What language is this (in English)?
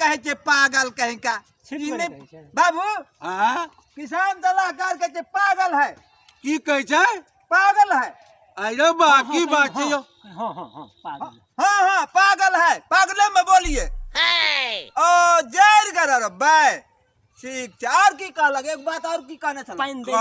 Maithili